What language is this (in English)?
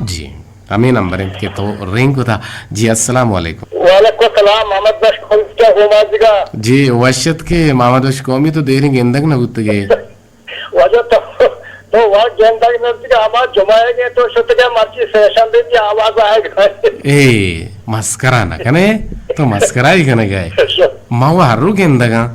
Eastern Balochi